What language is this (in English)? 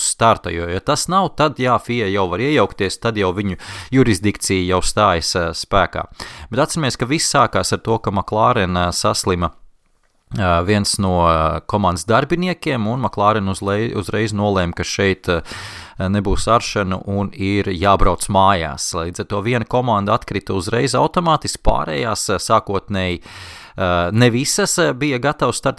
Latvian